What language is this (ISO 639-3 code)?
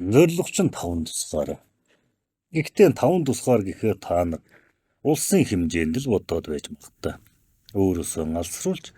mon